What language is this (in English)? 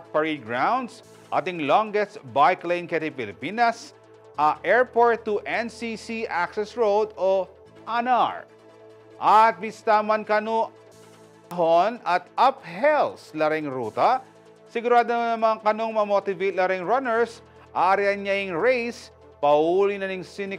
Pampanga